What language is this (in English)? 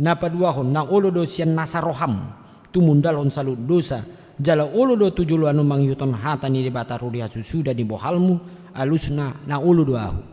Batak Toba